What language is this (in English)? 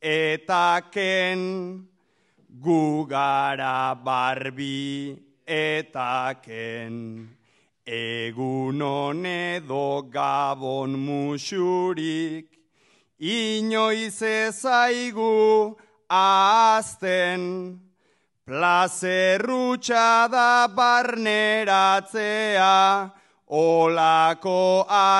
Basque